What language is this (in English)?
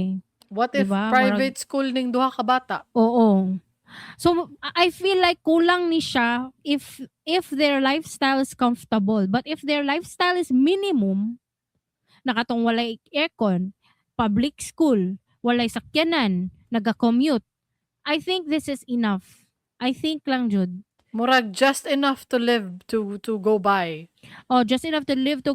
Cebuano